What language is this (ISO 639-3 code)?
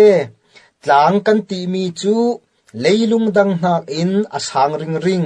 cfm